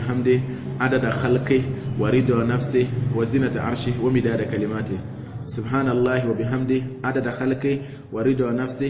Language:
Mossi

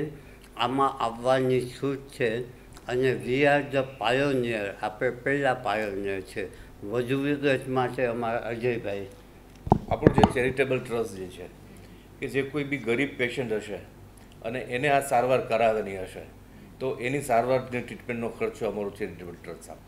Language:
Gujarati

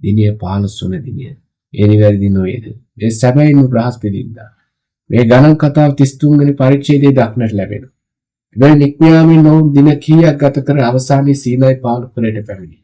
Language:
Sinhala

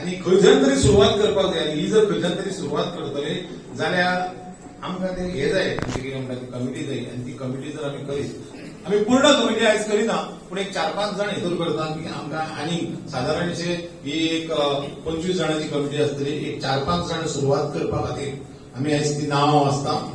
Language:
Konkani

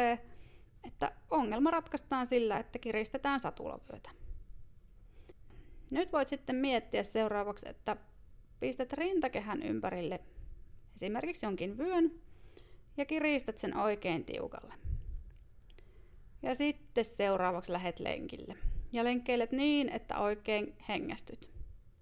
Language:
Finnish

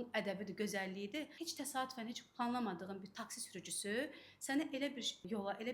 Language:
Azerbaijani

